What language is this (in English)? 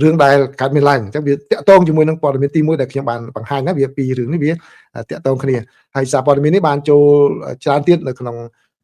Khmer